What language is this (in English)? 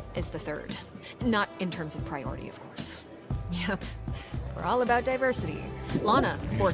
Bavarian